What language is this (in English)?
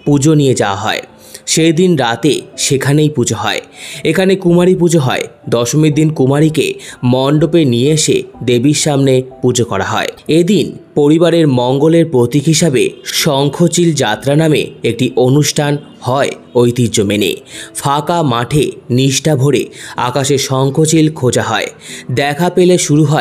Bangla